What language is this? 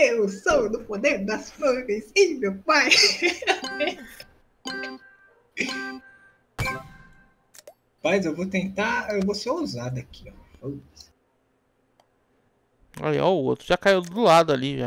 Portuguese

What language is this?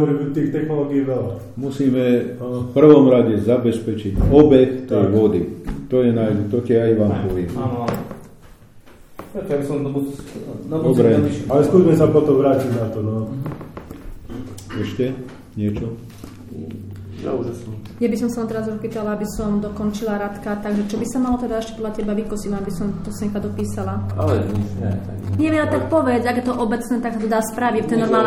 Slovak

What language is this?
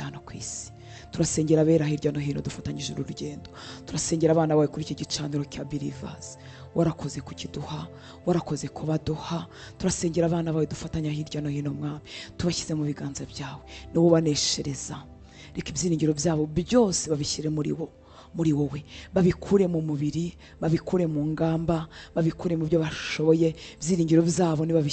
Kinyarwanda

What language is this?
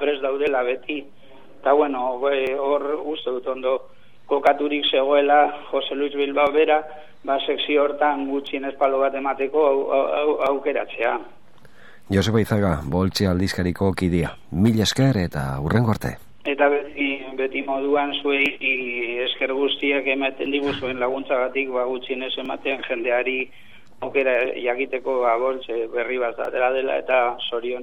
Basque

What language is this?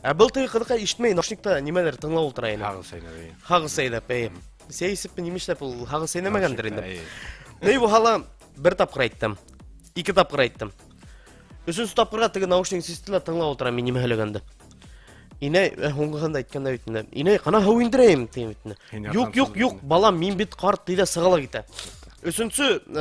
Bashkir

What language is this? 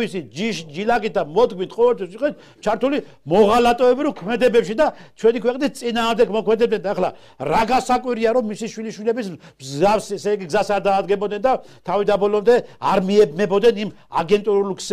Georgian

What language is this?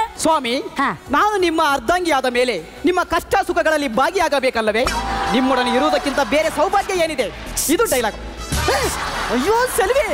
Kannada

